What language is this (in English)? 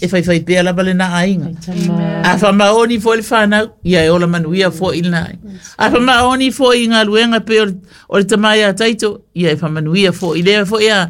Samoan